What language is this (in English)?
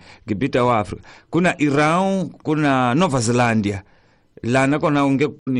Tsonga